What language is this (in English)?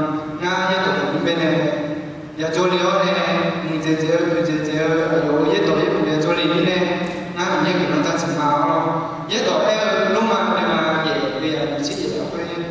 Akha